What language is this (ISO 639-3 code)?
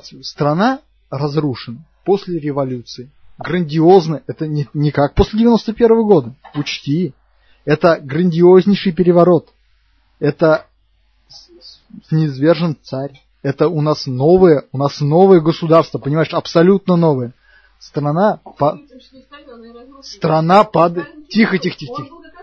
rus